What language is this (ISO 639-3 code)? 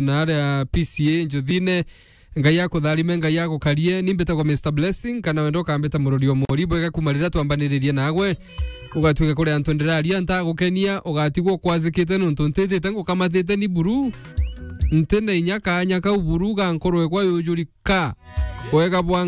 mer